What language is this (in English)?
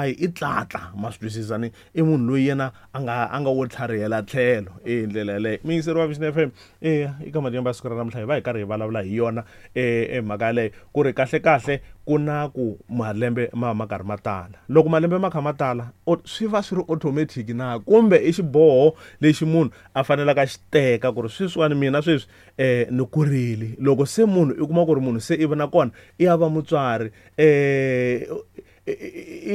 Tsonga